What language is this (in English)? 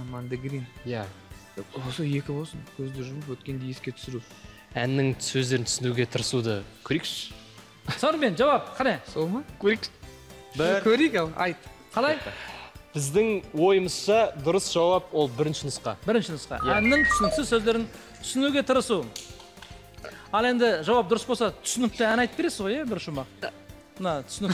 Kazakh